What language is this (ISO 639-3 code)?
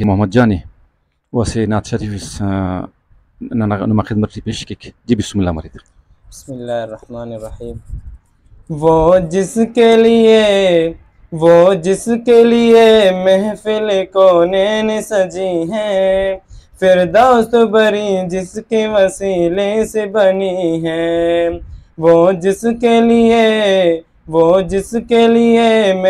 brh